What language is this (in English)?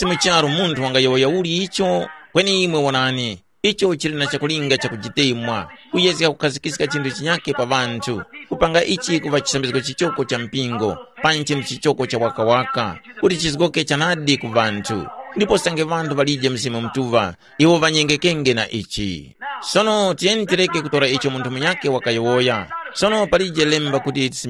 Tumbuka